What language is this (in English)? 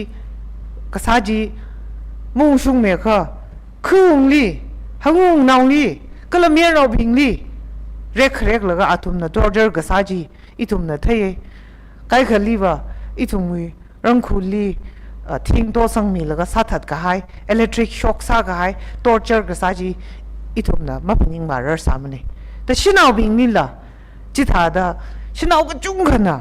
Tangkhul Naga (India)